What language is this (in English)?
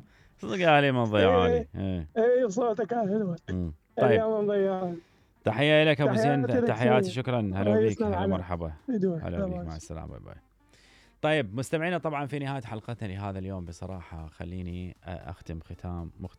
Mesopotamian Arabic